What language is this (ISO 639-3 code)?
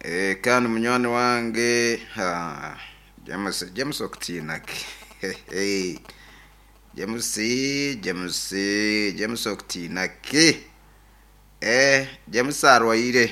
nyo